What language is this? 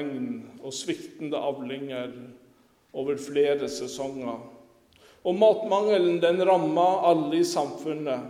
Norwegian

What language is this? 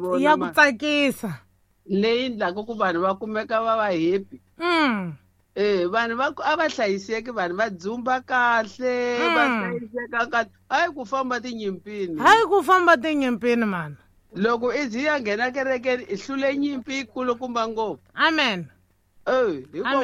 Tsonga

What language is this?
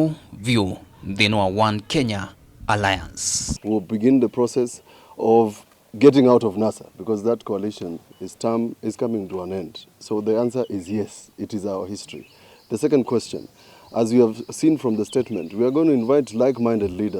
Kamba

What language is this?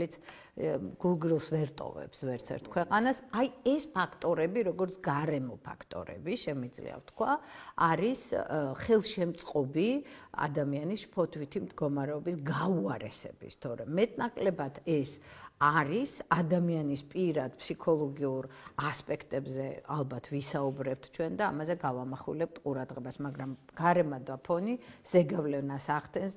Georgian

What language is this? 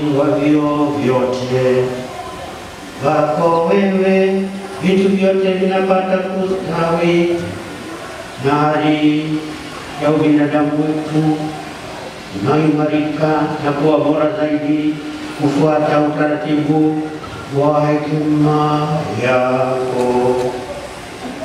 Swahili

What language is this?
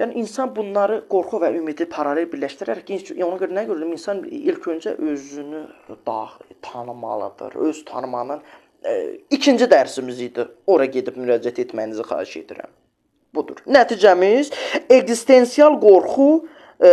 Azerbaijani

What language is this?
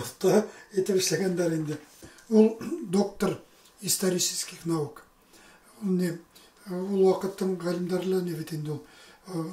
Bashkir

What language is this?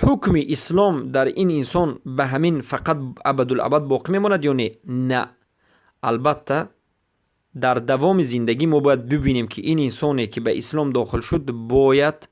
Persian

